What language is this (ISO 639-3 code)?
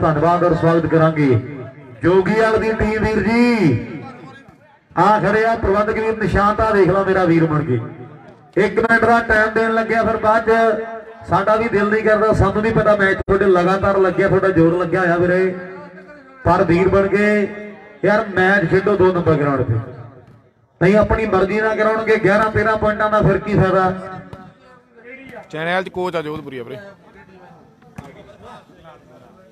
pan